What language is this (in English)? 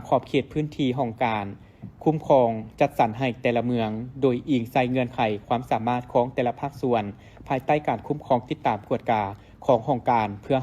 Lao